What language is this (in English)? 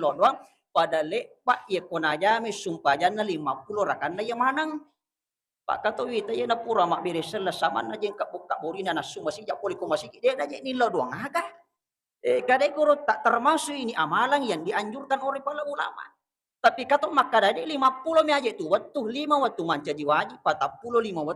Buginese